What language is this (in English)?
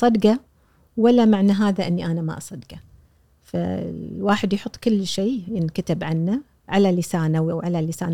Gulf Arabic